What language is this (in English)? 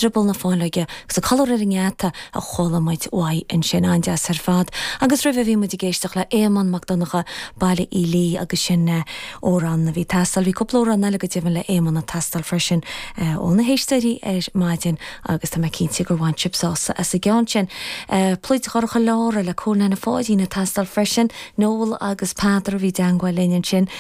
Irish